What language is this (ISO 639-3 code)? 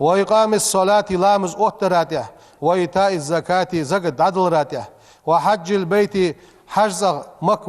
inh